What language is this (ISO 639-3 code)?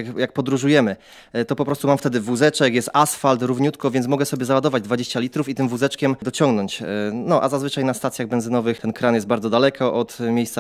pol